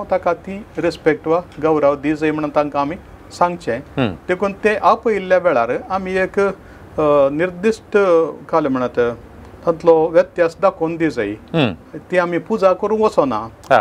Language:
Konkani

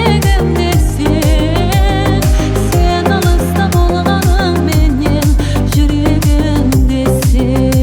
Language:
Kara-Kalpak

